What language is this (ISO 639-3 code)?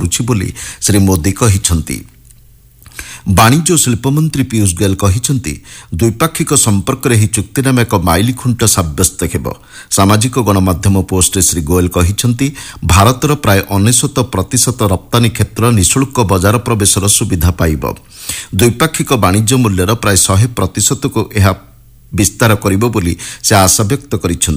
ori